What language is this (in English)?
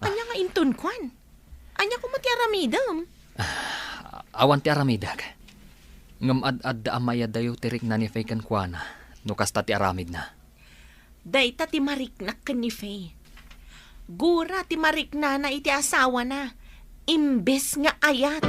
Iloko